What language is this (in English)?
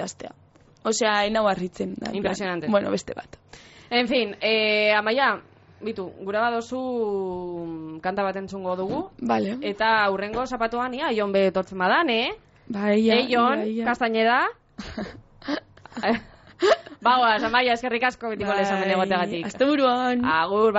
Basque